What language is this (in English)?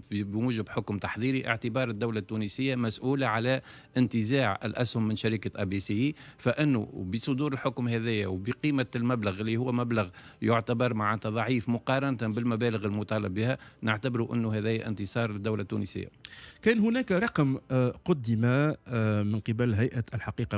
Tunisian Arabic